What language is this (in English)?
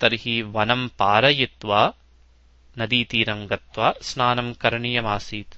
Sanskrit